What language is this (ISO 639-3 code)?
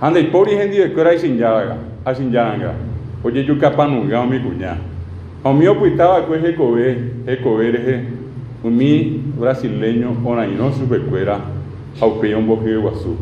grn